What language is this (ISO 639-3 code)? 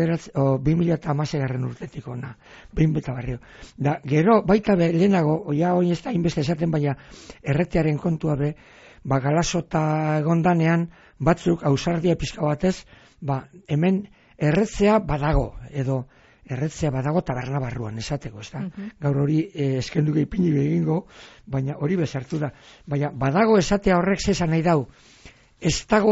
eus